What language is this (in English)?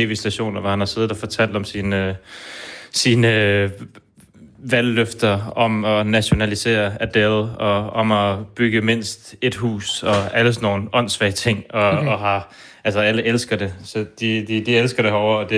Danish